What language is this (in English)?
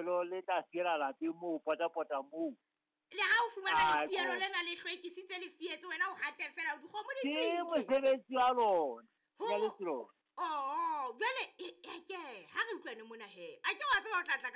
Southern Sotho